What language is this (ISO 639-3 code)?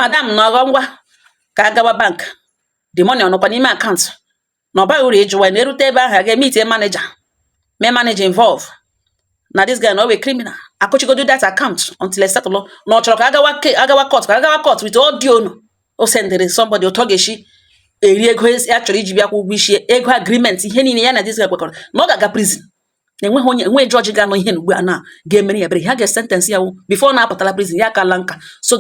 ibo